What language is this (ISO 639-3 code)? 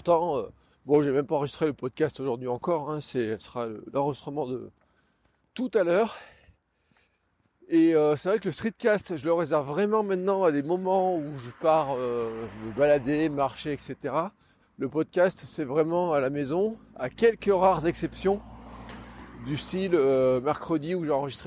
fra